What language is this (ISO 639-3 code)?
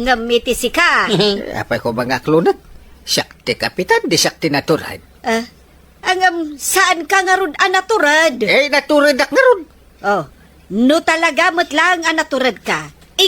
ilo